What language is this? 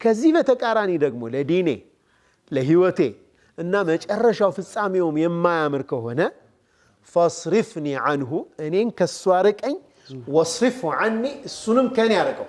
Amharic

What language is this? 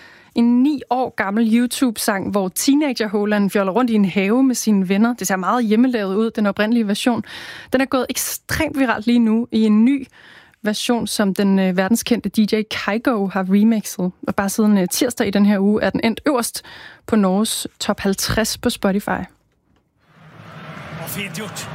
Danish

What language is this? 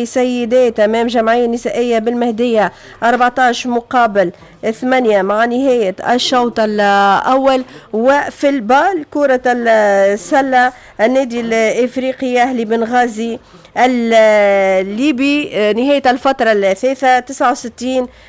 Tunisian Arabic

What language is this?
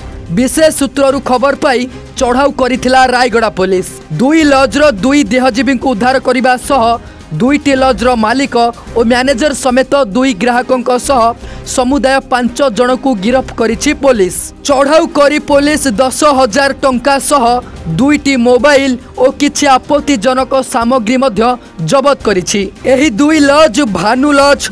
Odia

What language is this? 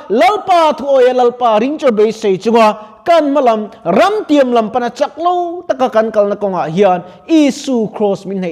Mizo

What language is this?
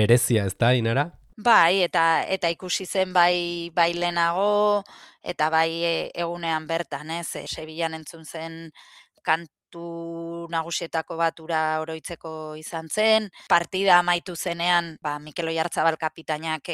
Basque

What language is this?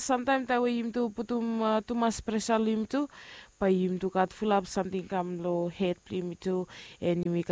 Bislama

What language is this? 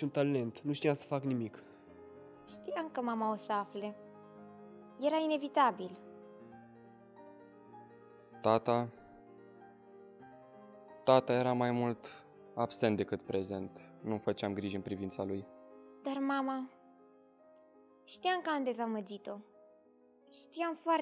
Romanian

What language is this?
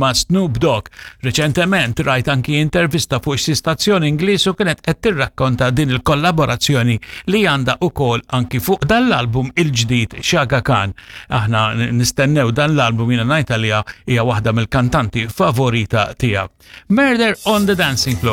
Maltese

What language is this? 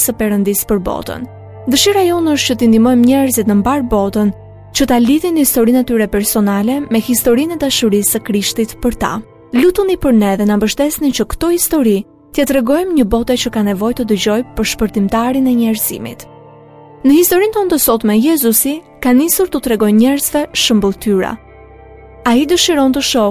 Albanian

